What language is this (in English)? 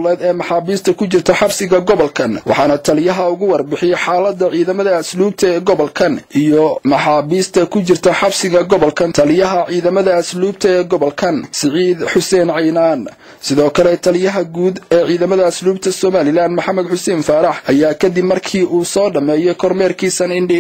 Somali